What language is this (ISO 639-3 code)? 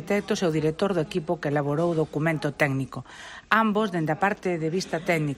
glg